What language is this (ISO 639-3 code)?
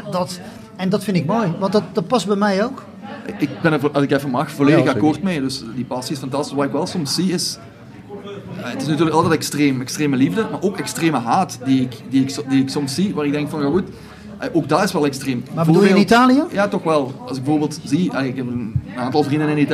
nld